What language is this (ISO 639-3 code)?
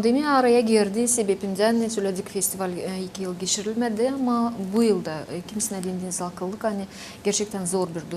gag